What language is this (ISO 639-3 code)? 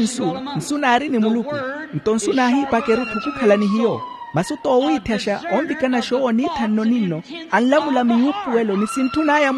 vmw